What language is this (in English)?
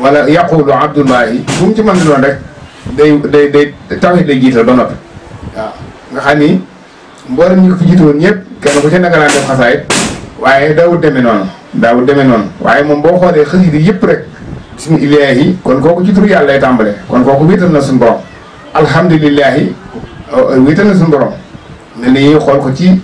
Wolof